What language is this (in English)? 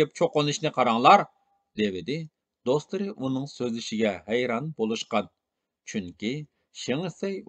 Uyghur